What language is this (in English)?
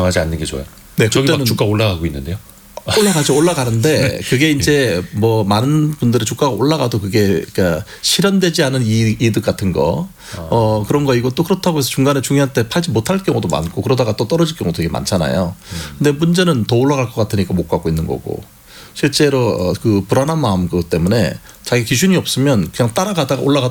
Korean